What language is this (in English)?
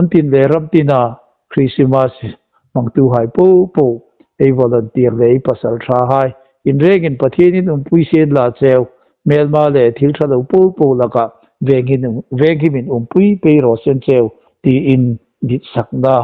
Hmar